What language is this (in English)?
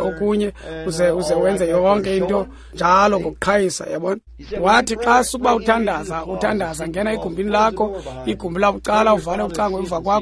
Xhosa